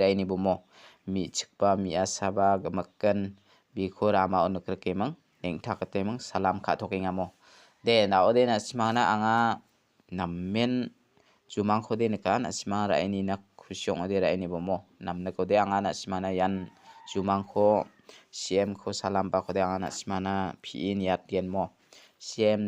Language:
Garo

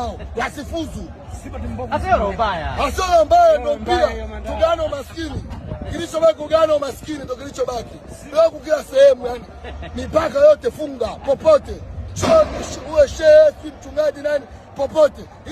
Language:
Swahili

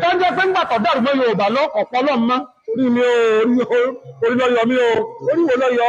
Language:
Yoruba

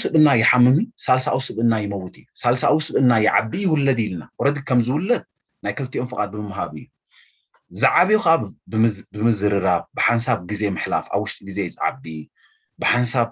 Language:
Tigrinya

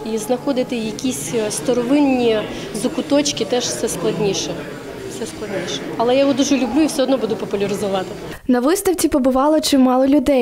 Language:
Ukrainian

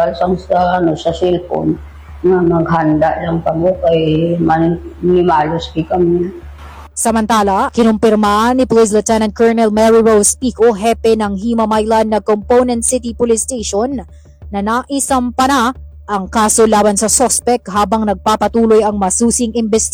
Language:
Filipino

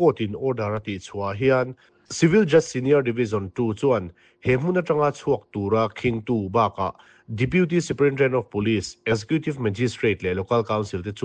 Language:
Mizo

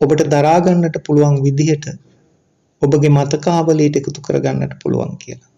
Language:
Sinhala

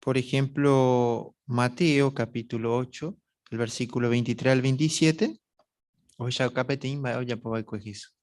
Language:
Guarani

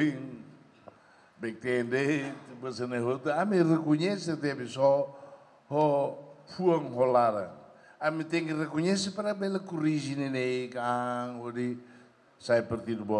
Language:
Tetum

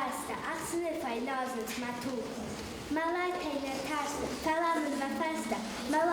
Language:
Ossetic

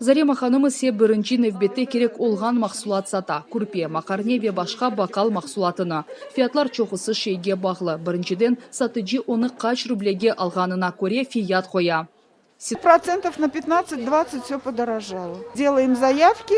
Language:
Crimean Tatar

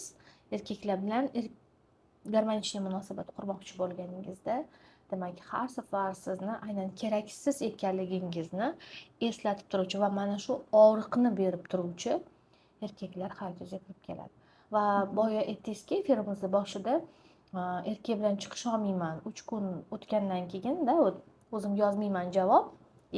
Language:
Uzbek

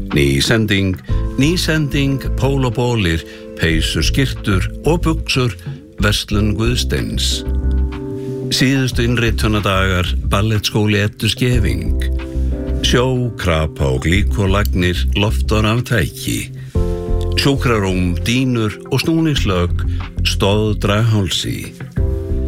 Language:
Icelandic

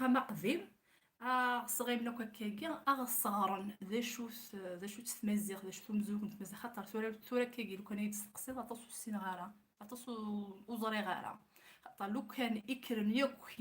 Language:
Kabyle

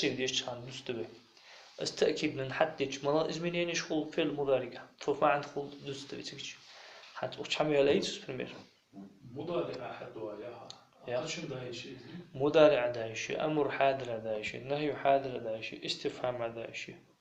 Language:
Ingush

